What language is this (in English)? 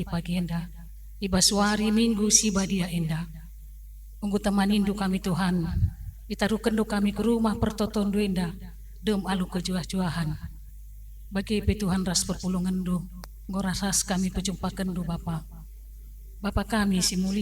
Batak Karo